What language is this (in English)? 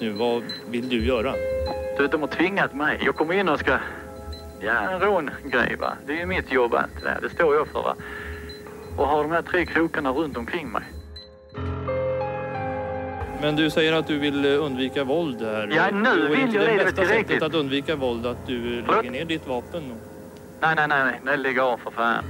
Swedish